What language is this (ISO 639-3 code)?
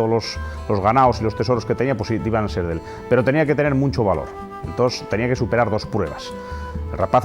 ast